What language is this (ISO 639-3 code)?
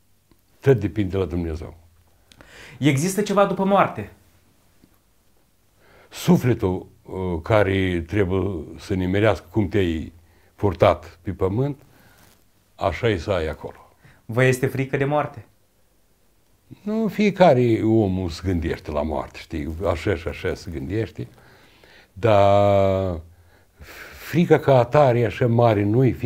ron